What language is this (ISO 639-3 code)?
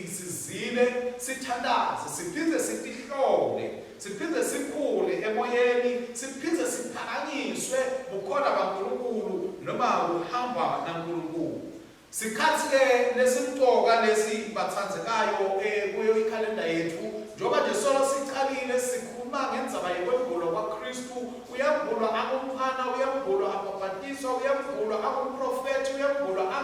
ssw